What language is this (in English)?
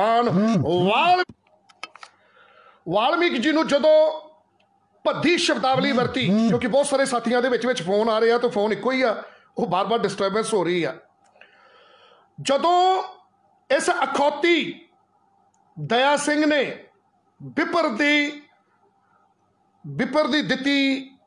Punjabi